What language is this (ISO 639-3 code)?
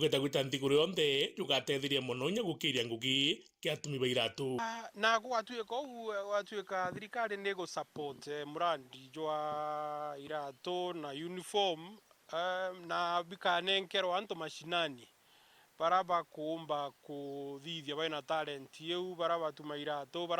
mer